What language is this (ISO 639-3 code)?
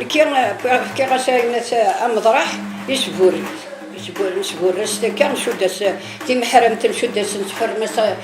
kab